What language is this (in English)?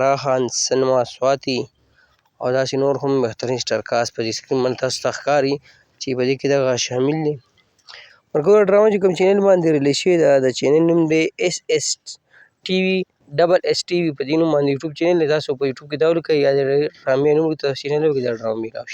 Pashto